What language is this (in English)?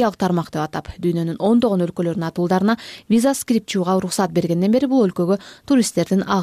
Kyrgyz